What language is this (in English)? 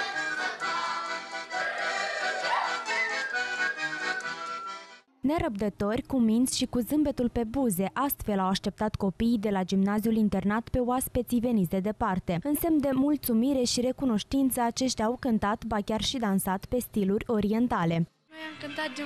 Romanian